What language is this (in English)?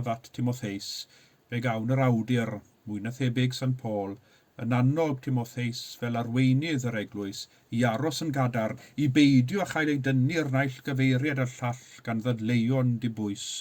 Welsh